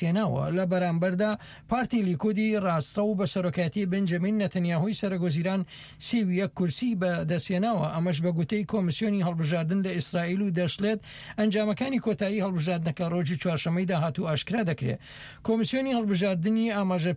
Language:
Central Kurdish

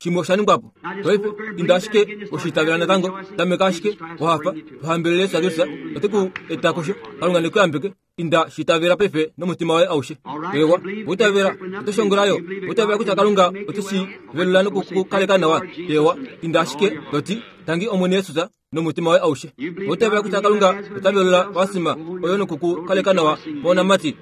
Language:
Kuanyama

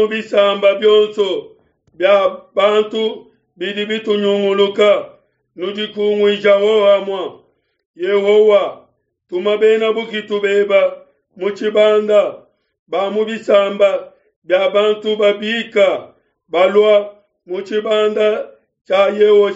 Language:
Luba-Lulua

